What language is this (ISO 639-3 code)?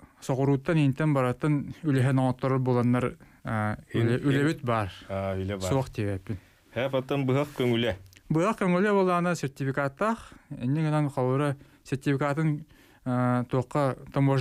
sah